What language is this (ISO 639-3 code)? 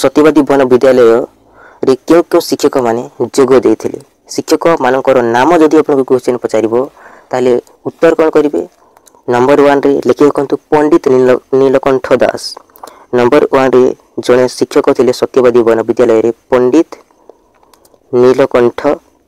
ori